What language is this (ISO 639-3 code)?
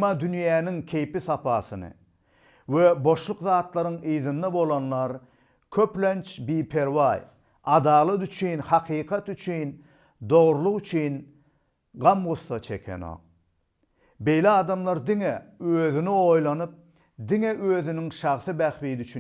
tuk